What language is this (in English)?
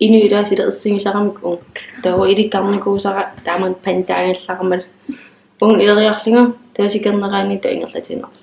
Kalaallisut